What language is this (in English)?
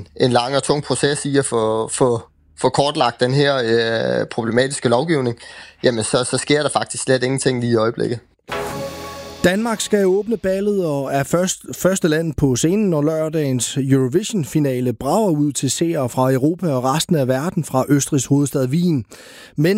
Danish